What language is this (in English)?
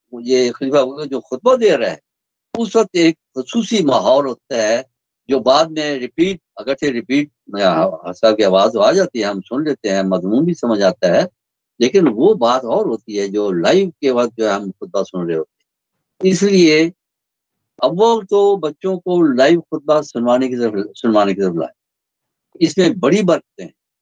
Urdu